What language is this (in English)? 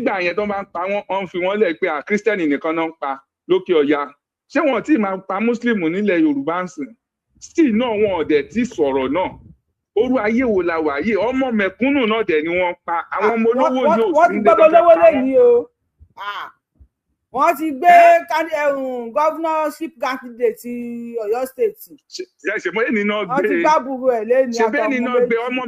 Yoruba